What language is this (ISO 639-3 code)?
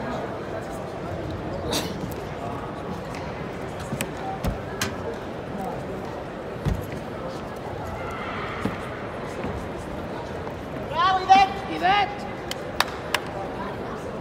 bul